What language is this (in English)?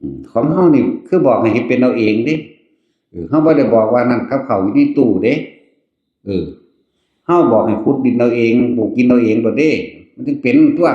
Northeastern Thai